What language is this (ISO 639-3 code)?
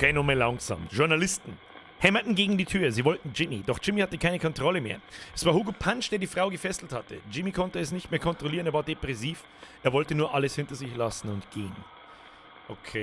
bar